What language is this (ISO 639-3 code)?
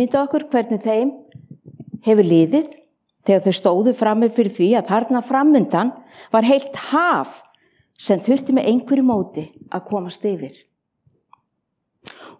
isl